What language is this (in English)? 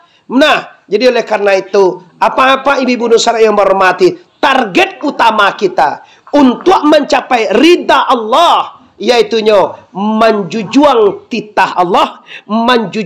Minangkabau